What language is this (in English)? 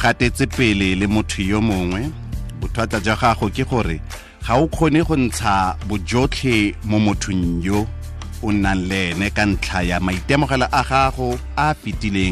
Tswana